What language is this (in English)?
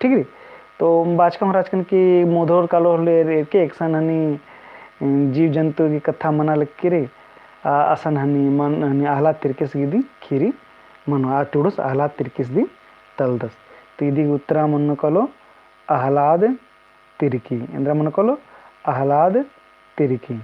Kurukh